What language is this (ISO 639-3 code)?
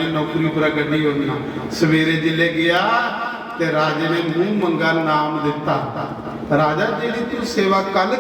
doi